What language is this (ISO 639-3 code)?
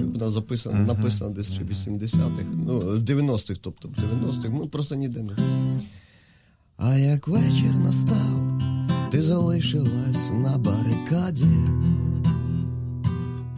ukr